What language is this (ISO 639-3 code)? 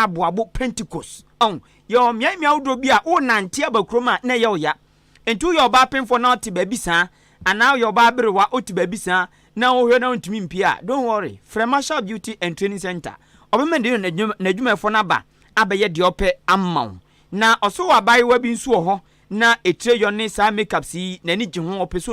aka